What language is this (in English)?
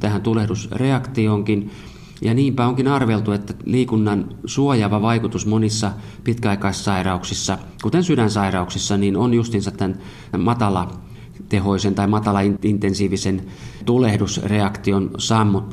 Finnish